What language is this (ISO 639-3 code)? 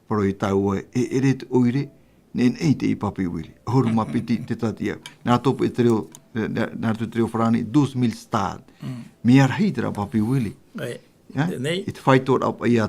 tah